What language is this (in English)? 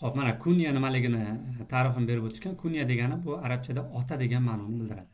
Uzbek